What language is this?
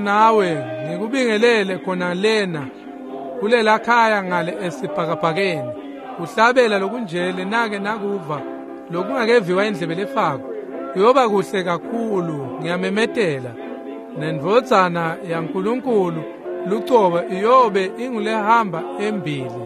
Swati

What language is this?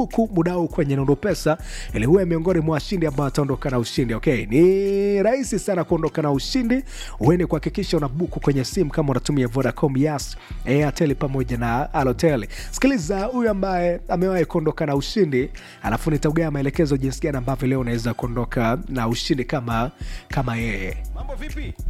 Swahili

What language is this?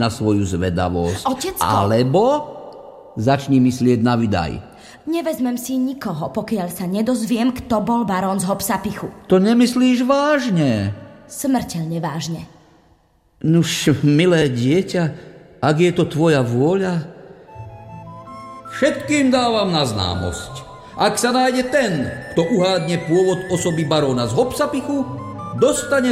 Slovak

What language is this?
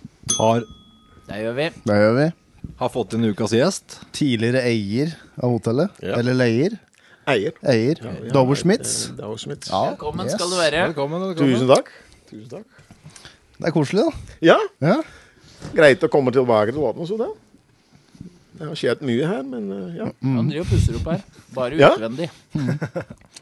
Norwegian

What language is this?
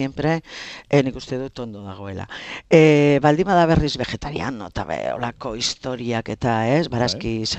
Basque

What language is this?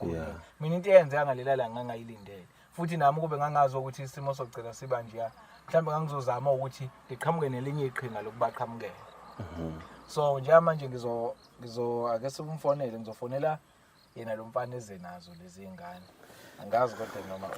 Zulu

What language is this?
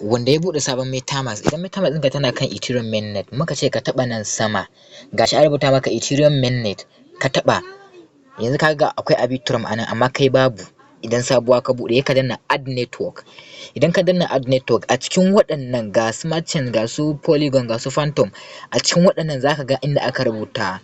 Hausa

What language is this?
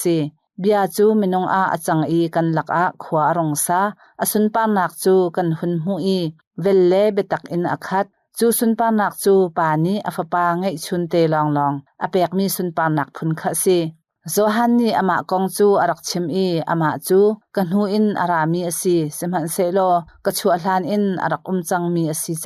Hakha Chin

